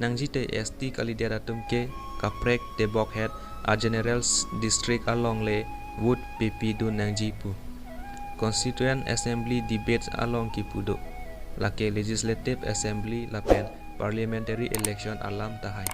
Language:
Karbi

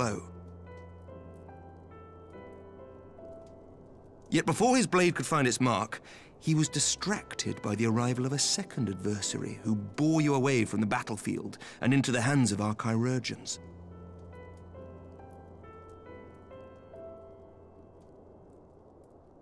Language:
English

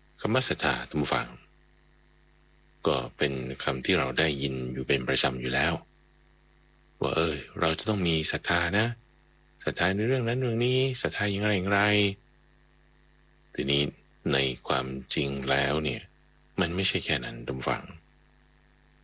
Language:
Thai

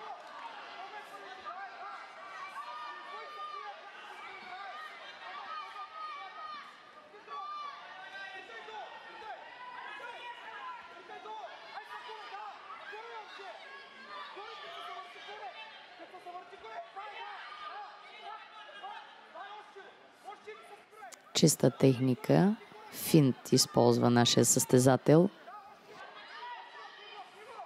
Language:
Bulgarian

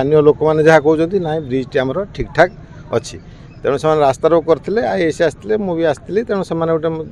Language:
Odia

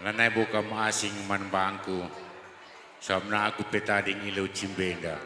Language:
Batak Karo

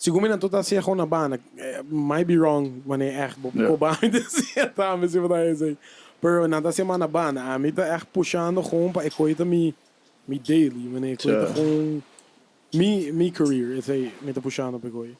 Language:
Papiamento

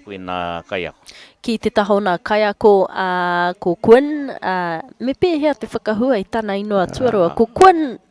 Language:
Māori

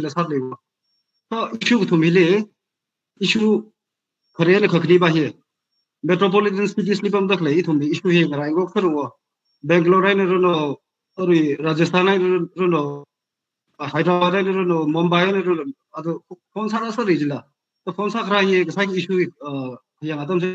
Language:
Tangkhul Naga (India)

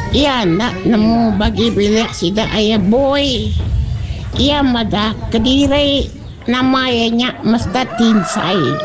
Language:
Iban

